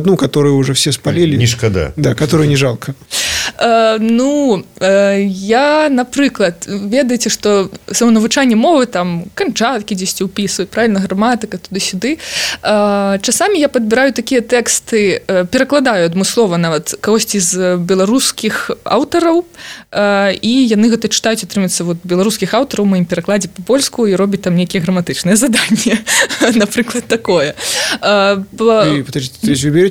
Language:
Belarusian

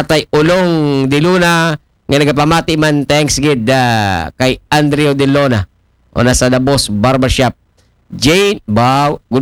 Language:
Aklanon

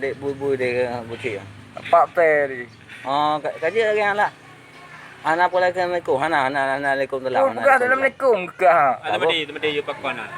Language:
Achinese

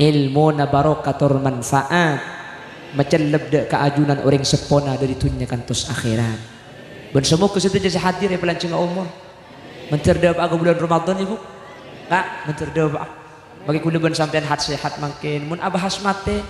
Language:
Madurese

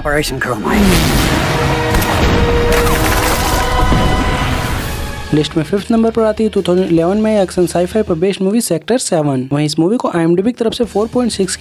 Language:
Hindi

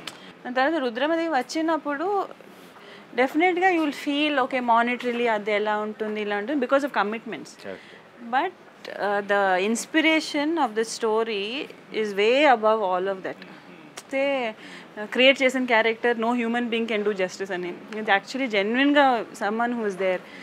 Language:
Telugu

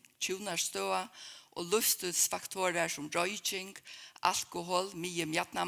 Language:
Faroese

